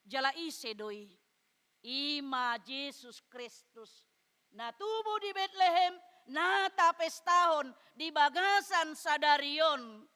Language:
Batak Toba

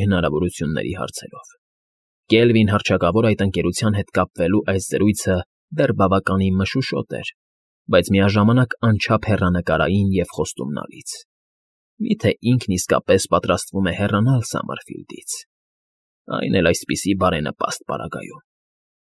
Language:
Armenian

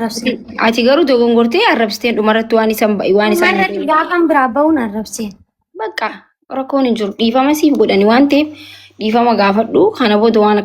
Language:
Oromo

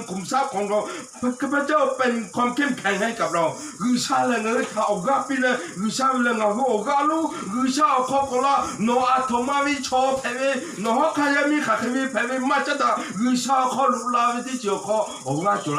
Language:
Lahu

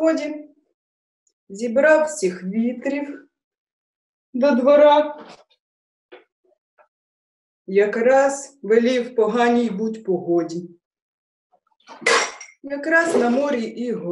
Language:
Ukrainian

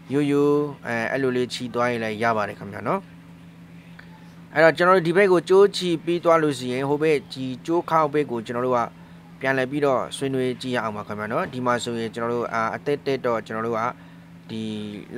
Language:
Burmese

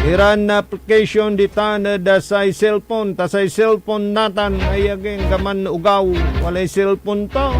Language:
Pangasinan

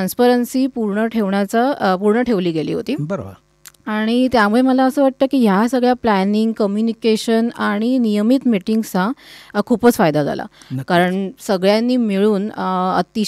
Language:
Marathi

